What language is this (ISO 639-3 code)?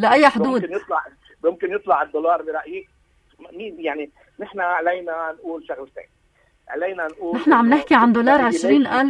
apc